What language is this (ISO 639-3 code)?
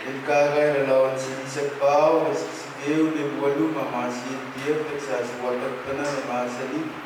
pon